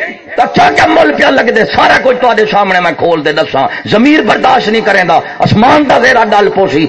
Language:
Saraiki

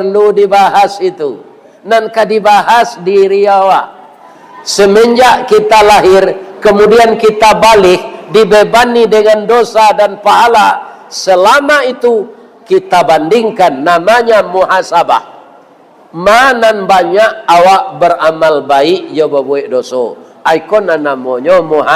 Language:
Minangkabau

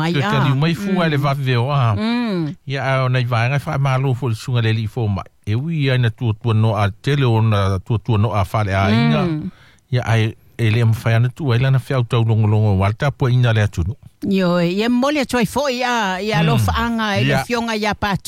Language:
Samoan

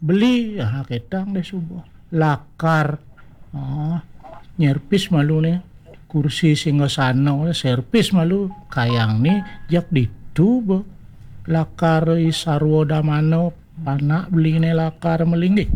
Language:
Balinese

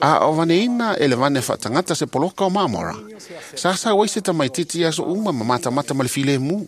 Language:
Samoan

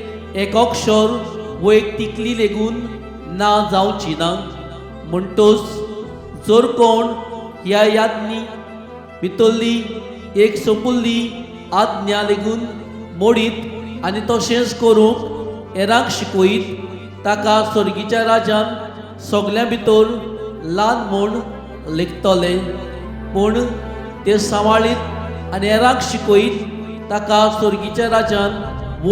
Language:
Konkani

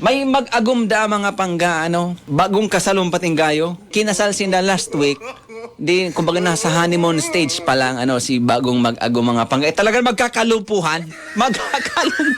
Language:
Bikol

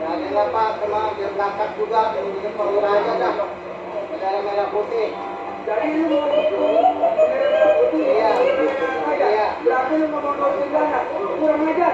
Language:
Betawi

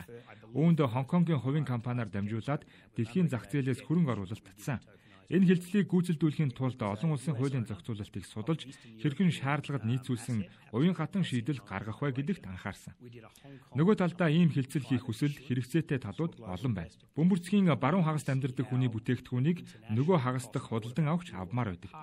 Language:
Mongolian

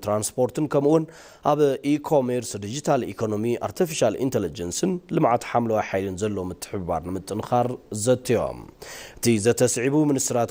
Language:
Tigrinya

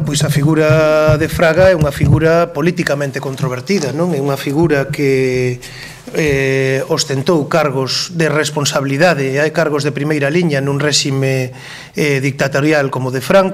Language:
Galician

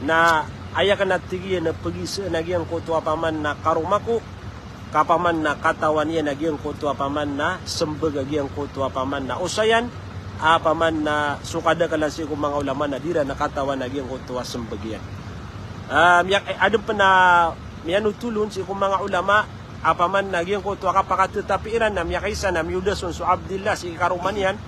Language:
Maranao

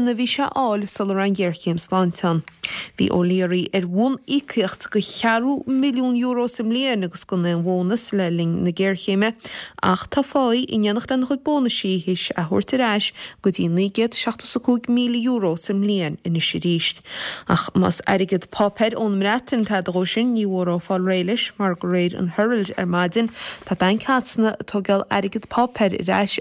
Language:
Irish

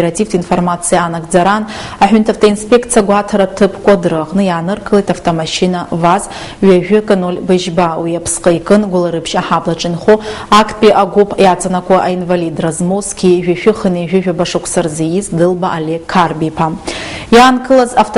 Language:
Abkhazian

